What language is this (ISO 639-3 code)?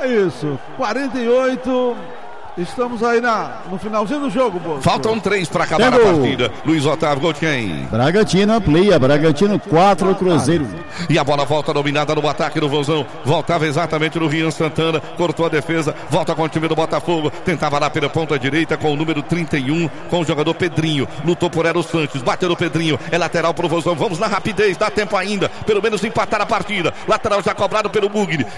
por